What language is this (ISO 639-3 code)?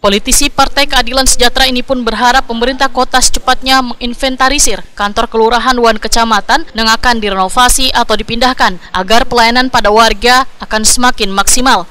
bjn